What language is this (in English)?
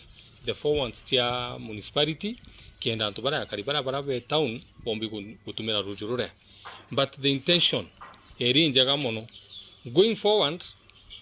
Meru